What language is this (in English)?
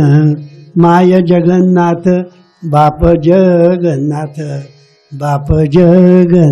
Marathi